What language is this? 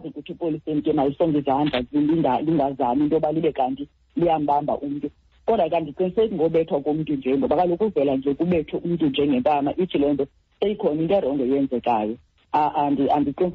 Xhosa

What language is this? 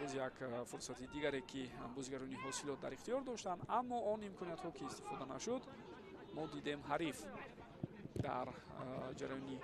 Tajik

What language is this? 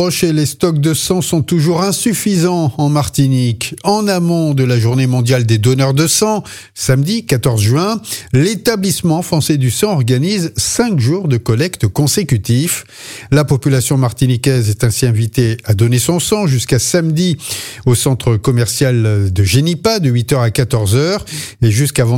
French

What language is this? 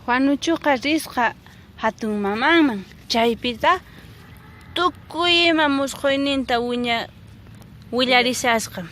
Quechua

